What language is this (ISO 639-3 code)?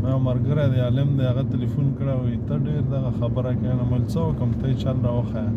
pus